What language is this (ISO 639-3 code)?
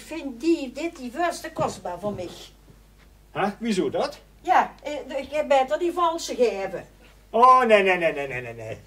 lim